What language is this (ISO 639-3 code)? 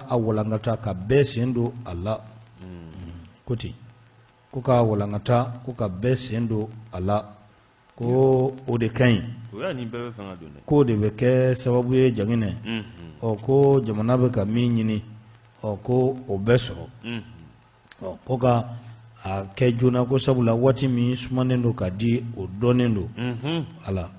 bam